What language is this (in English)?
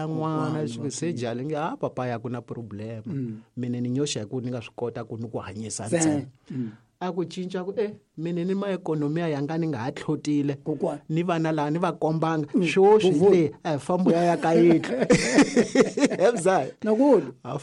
Tsonga